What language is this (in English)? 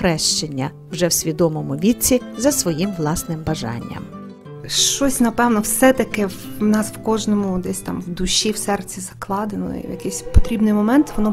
Ukrainian